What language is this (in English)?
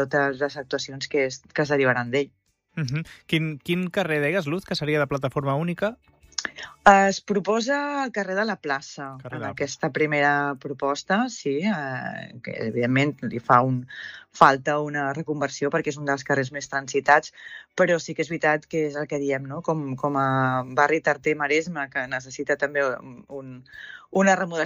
Catalan